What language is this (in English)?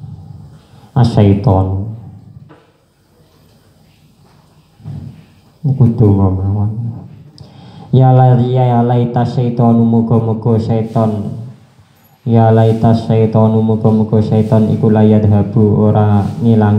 Javanese